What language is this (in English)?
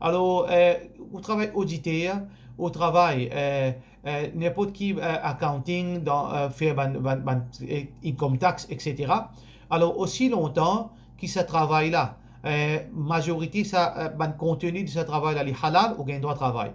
Morisyen